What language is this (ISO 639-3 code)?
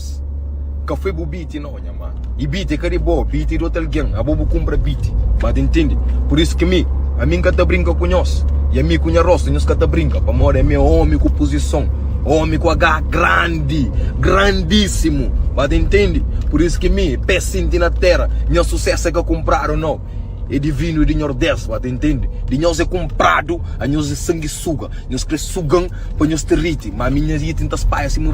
kea